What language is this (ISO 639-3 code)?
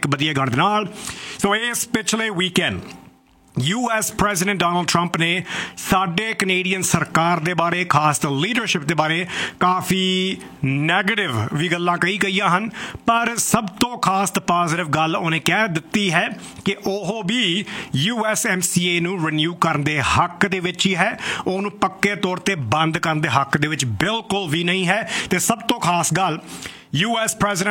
pan